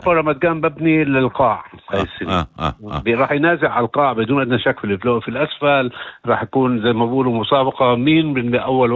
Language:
North Levantine Arabic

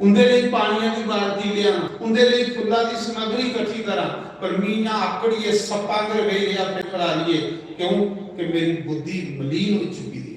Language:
Dogri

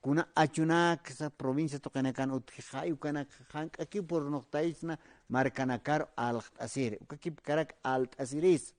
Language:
Aymara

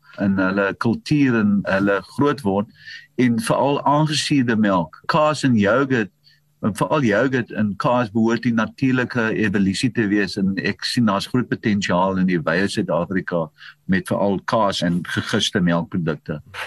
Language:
Afrikaans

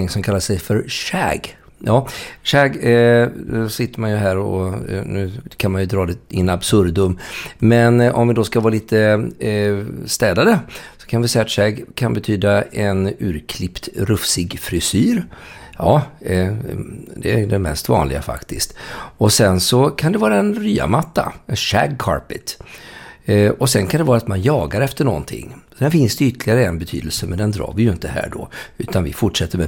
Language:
Swedish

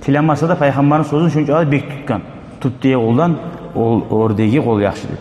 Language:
Kumyk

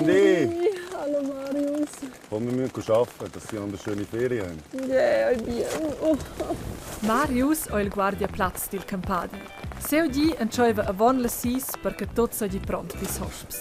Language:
Romansh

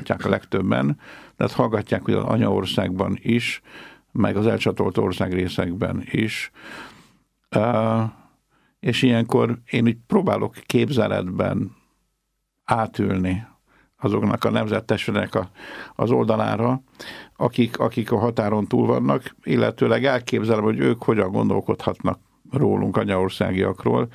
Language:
Hungarian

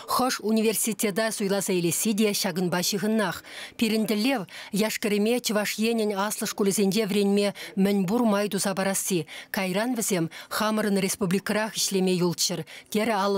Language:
Chuvash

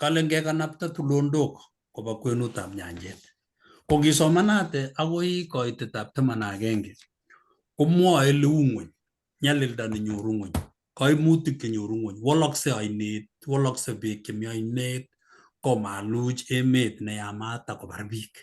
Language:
Kalenjin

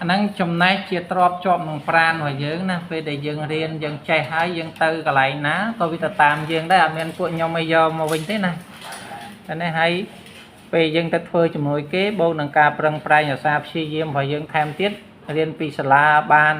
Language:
Khmer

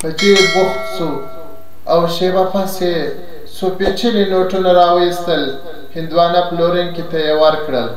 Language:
Pashto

